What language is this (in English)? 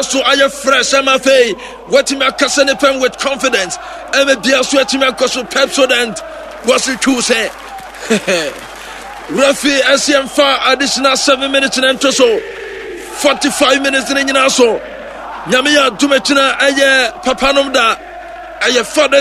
Akan